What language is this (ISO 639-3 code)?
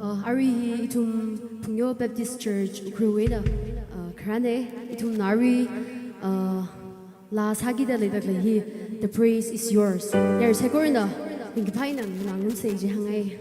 nmf